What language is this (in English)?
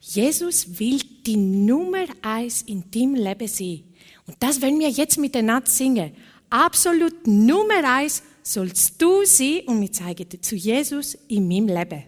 Swiss German